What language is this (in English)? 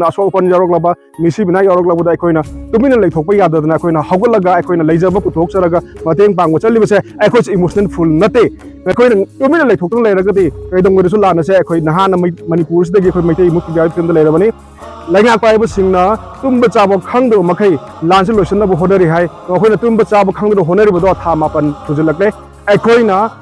Manipuri